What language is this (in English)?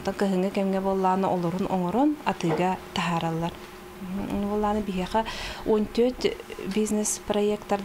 Yakut